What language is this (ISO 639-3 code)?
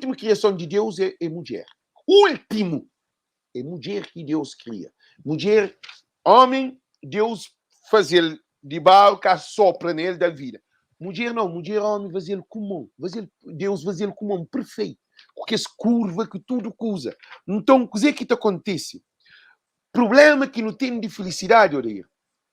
kea